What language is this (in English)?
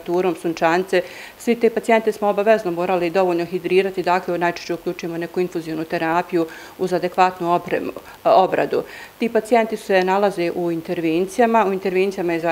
Bosnian